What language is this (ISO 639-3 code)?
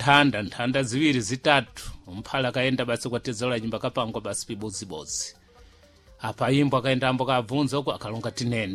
seh